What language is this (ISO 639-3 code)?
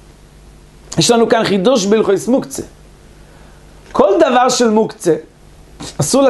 heb